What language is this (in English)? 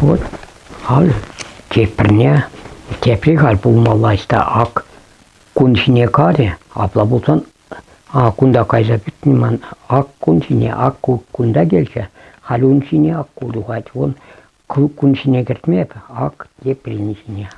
Chuvash